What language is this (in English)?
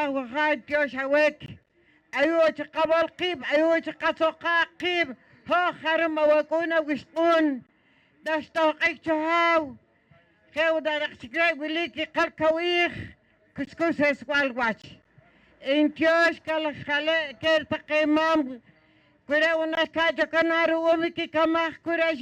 Poqomchi'